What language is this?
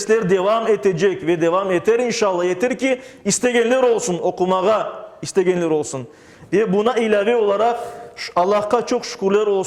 Crimean Tatar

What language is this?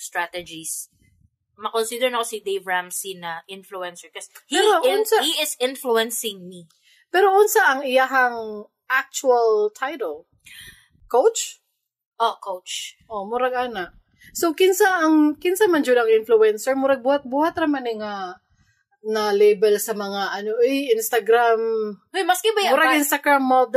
Cebuano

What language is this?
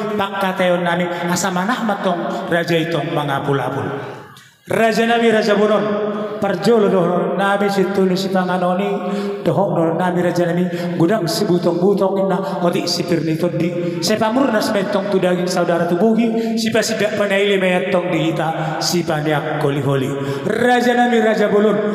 Batak Toba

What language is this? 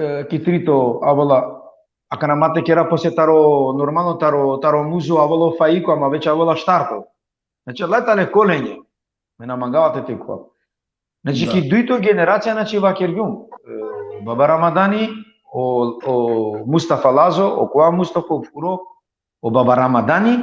Balkan Romani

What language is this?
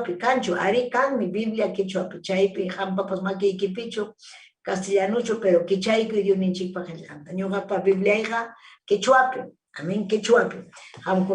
Ayacucho Quechua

